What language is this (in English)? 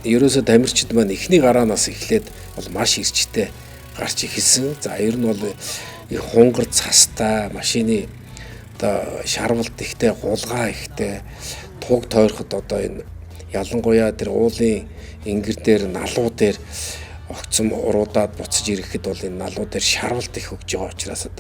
Mongolian